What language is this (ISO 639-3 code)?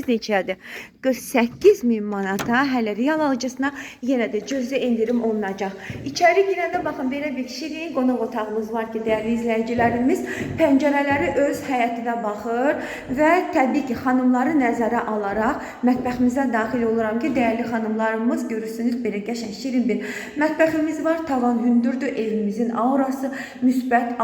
aze